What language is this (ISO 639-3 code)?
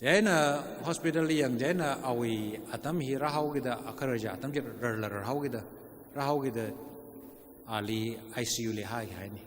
nmf